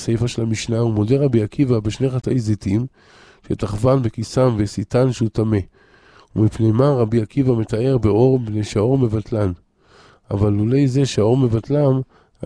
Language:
Hebrew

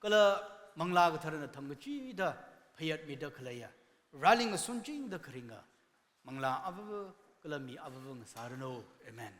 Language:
Tangkhul Naga (India)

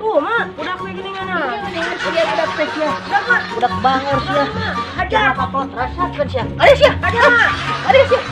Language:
Sundanese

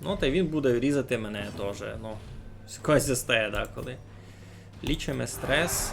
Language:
Rusyn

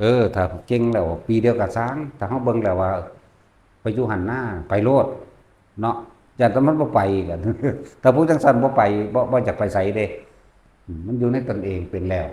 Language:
Northeastern Thai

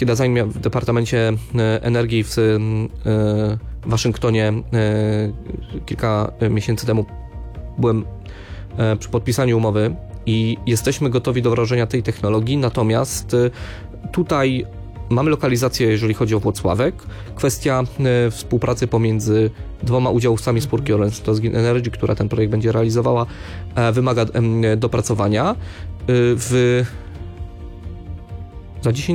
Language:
Polish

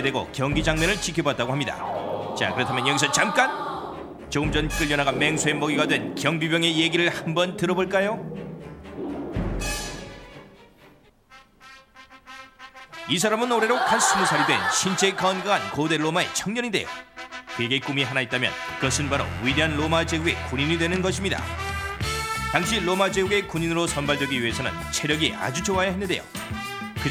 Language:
Korean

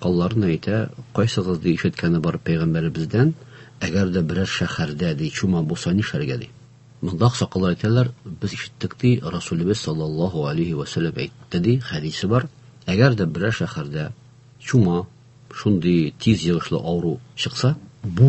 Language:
Tatar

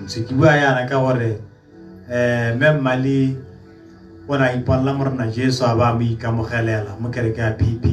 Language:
Tswana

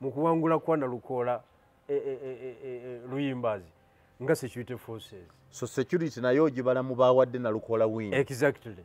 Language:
Ganda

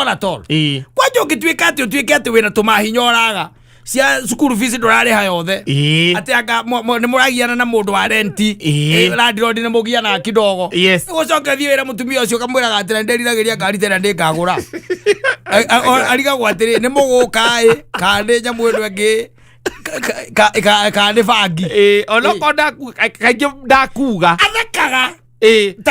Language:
Kikuyu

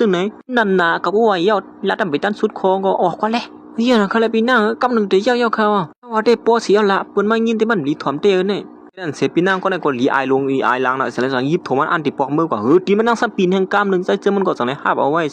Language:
Shan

